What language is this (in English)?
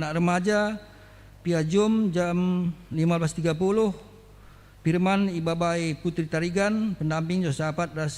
Batak Karo